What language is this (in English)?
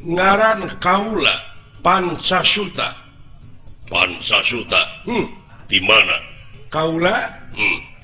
Sundanese